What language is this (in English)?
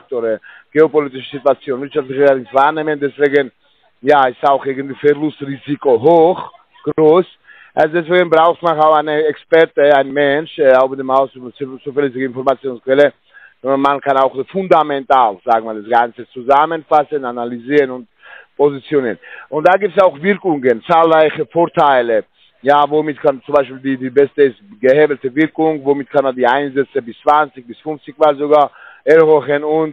German